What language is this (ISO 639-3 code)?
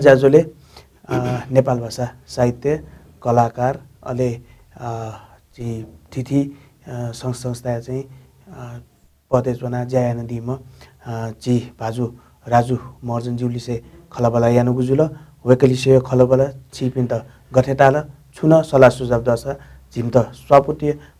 new